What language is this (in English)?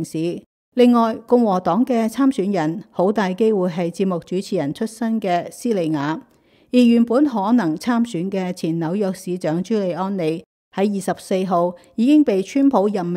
Cantonese